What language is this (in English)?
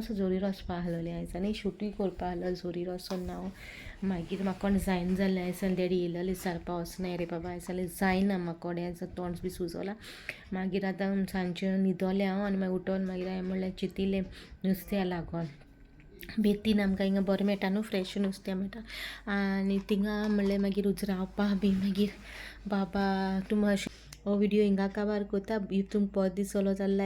Konkani